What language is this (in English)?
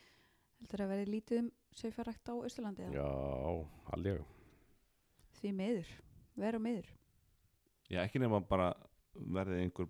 Icelandic